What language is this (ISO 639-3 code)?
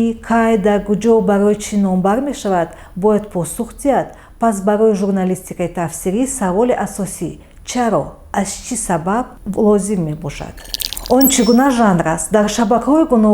tgk